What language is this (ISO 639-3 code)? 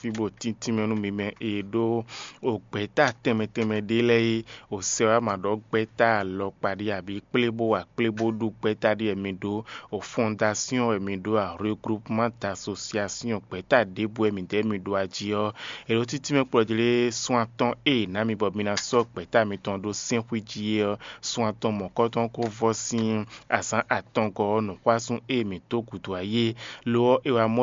fon